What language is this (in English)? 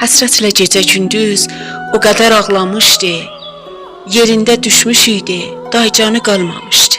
South Azerbaijani